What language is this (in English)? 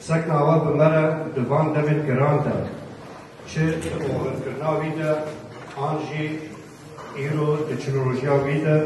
Kurdish